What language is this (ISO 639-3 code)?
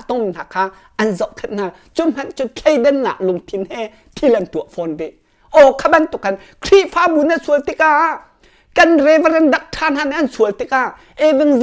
cnh